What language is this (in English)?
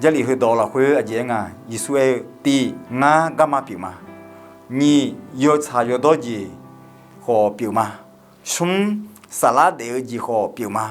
Akha